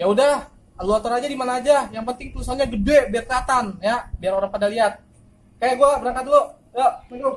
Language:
Betawi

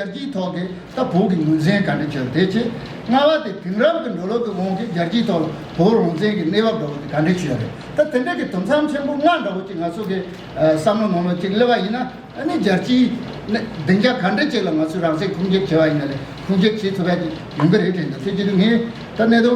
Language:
Tibetan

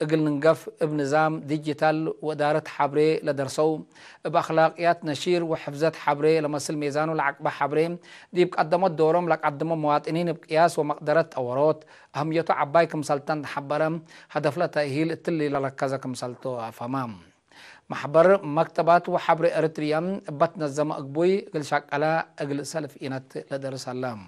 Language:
Tigre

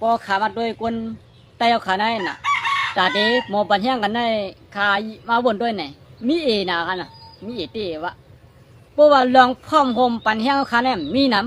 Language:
Shan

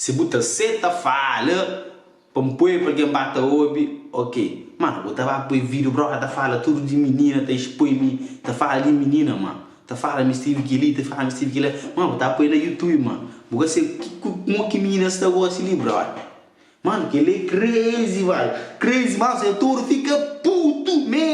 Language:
Kabuverdianu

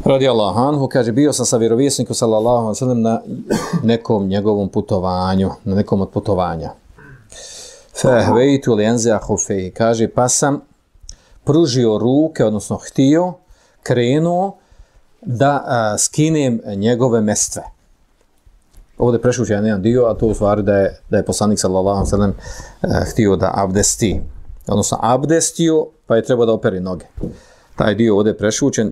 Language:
Bosnian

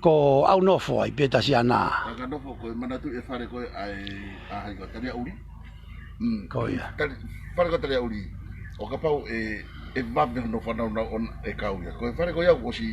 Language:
Tongan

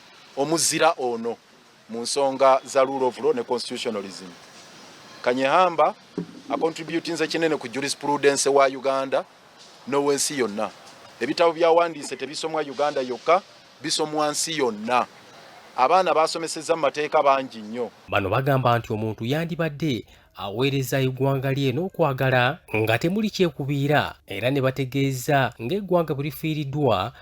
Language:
Ganda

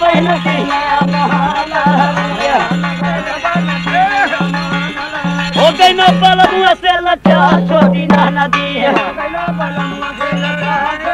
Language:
Bhojpuri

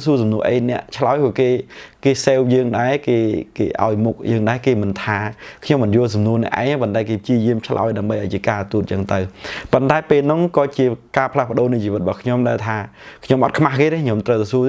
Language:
Khmer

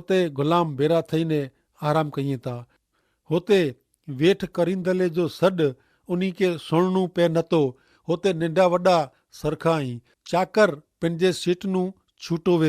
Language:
Kachhi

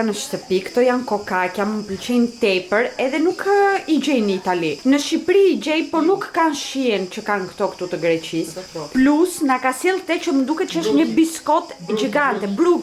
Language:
Albanian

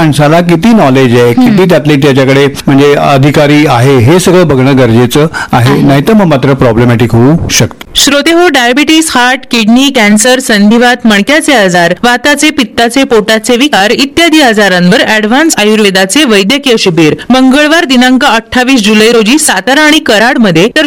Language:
Marathi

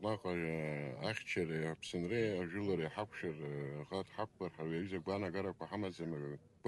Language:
Abkhazian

